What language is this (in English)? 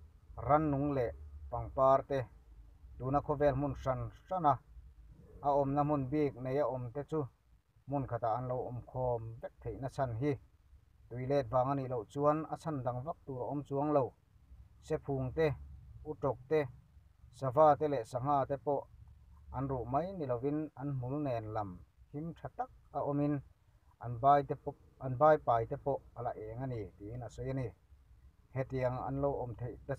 Mizo